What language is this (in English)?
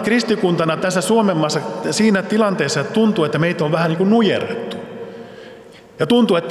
Finnish